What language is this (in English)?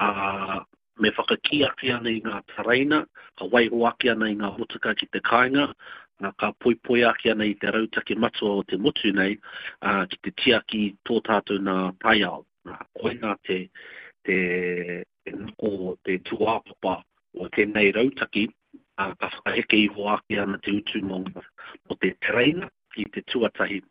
Māori